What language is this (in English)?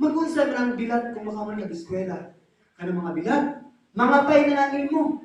Cebuano